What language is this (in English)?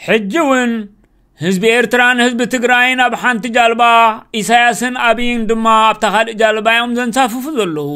Tigrinya